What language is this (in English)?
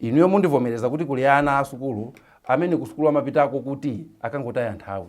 Nyanja